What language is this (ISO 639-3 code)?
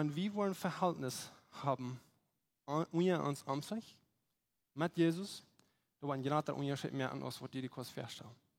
pdt